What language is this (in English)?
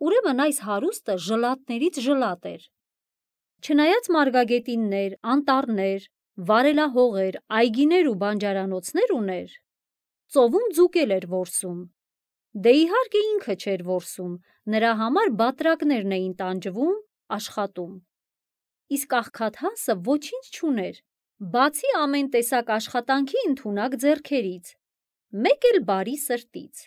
Armenian